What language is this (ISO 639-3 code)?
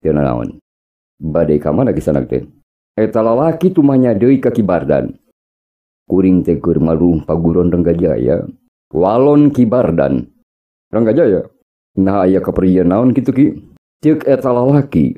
sun